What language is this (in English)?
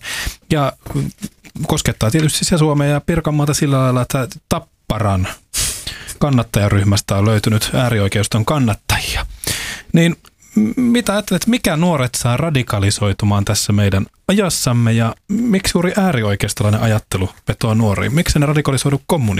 Finnish